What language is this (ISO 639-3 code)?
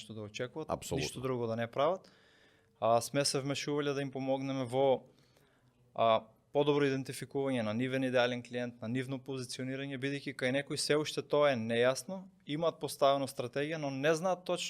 mkd